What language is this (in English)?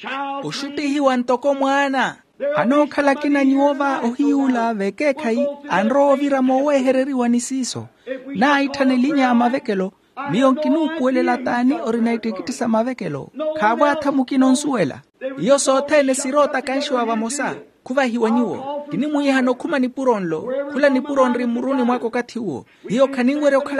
Makhuwa